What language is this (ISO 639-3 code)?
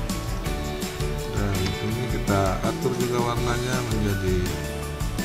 ind